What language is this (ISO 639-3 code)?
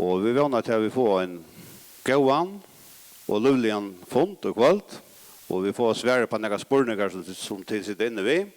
fao